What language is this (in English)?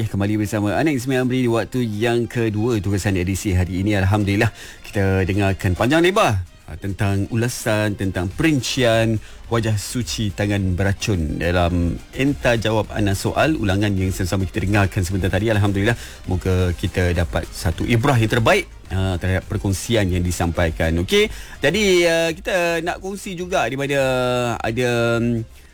Malay